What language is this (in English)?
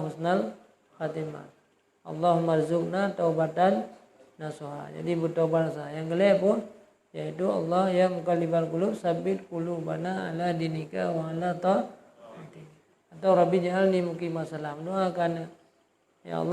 Achinese